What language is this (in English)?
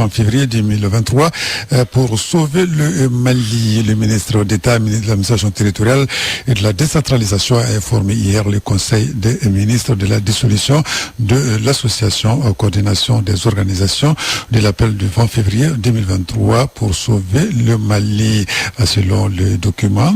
Bambara